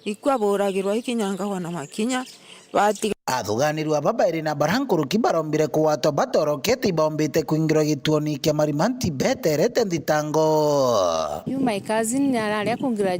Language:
Meru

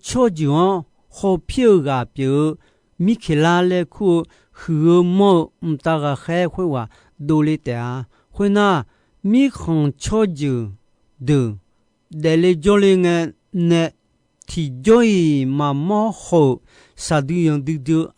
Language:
Akha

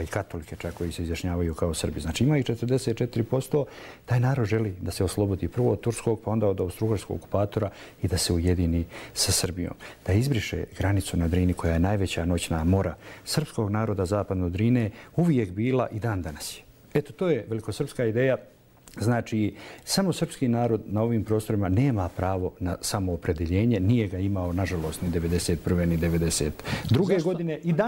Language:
Croatian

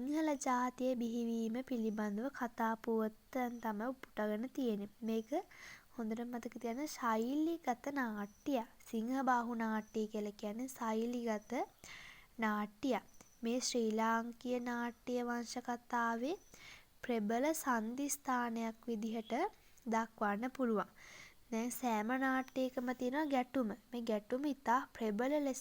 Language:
Sinhala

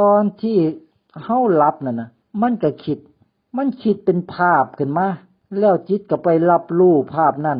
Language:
Lao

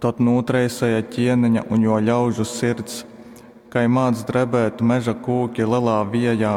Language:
Latgalian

